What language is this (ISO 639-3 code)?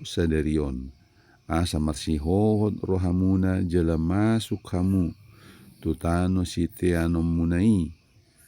bbc